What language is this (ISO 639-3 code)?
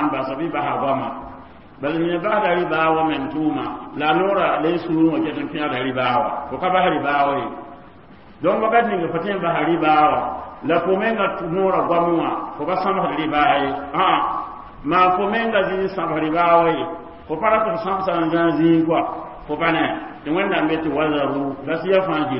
mos